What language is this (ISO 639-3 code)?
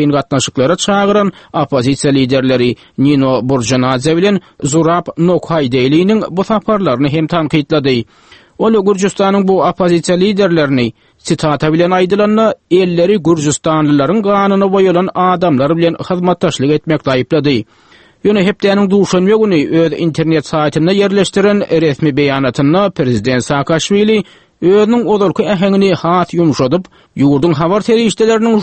tuk